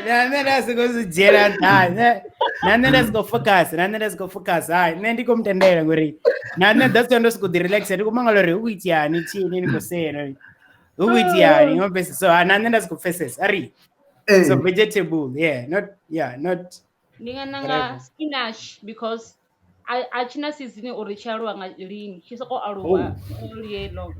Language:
Venda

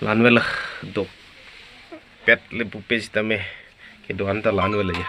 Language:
Karbi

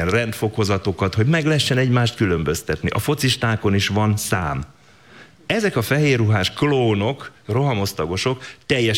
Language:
Hungarian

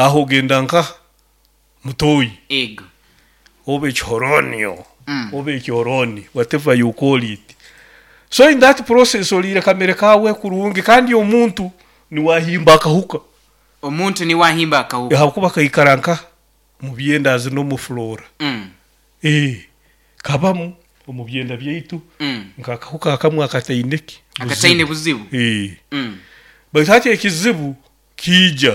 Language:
Nyoro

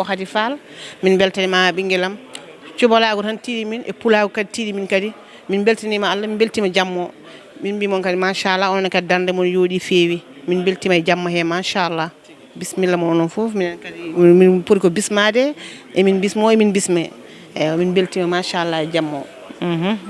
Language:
Fula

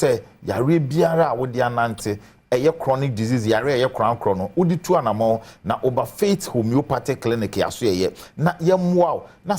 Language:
Akan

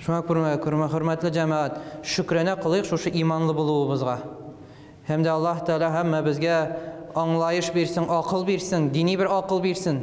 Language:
Tatar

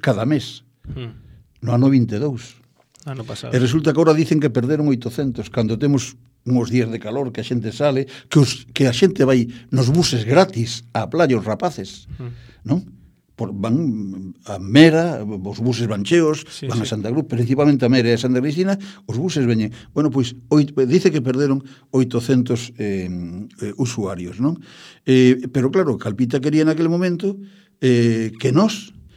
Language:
Galician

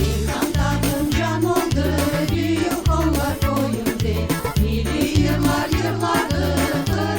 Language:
Crimean Tatar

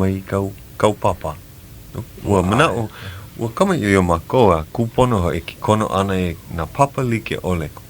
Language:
Hawaiian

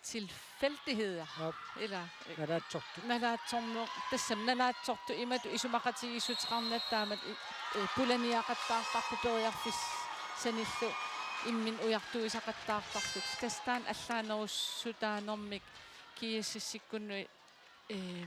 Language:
Kalaallisut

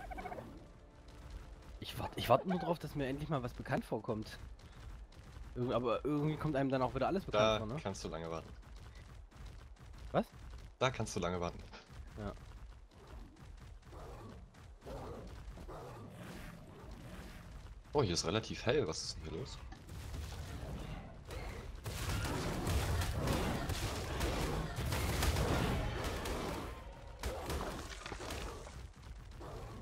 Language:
German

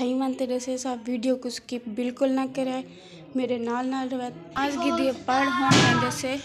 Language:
Saraiki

